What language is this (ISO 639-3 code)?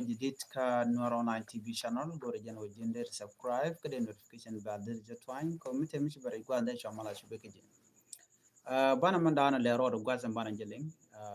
nus